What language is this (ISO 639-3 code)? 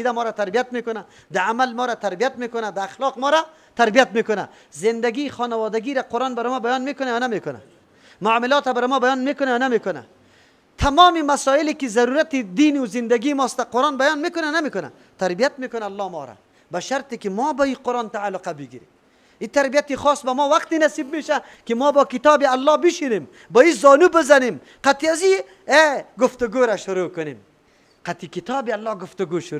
fas